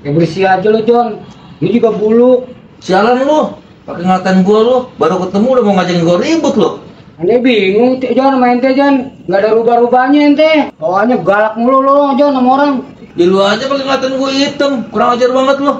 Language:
Betawi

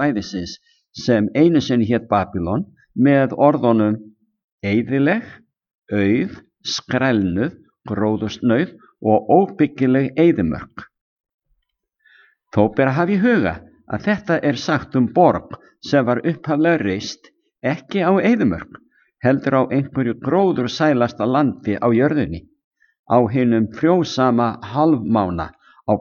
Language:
Icelandic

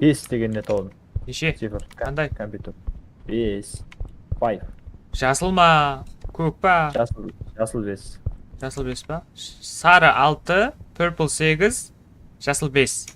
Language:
Kara-Kalpak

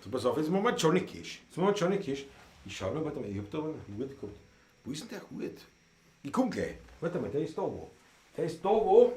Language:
Bavarian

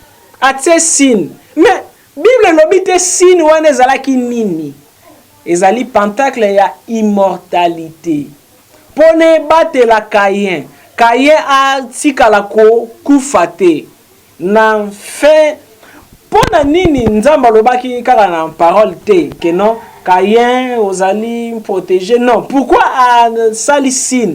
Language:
Lingala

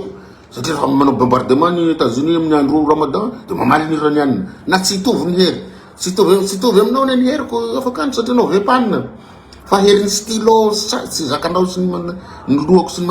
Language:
Malagasy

